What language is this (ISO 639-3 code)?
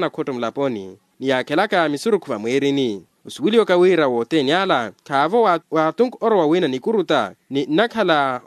vmw